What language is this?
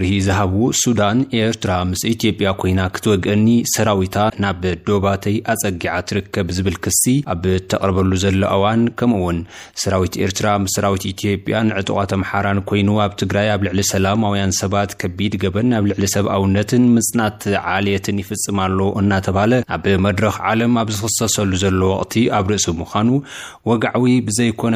Tigrinya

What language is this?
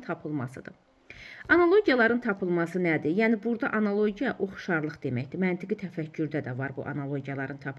Azerbaijani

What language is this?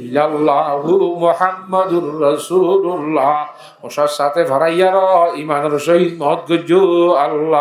Rohingya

